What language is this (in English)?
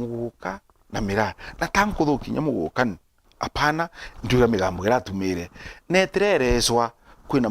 Meru